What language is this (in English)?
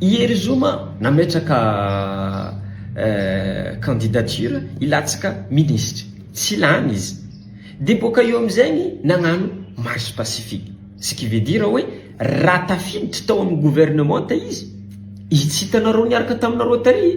Malagasy